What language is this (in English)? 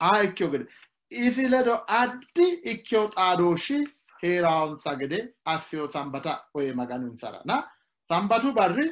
Sidamo